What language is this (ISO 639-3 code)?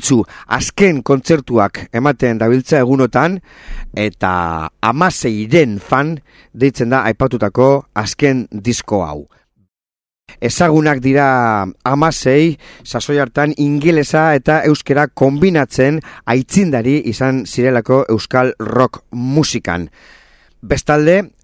eus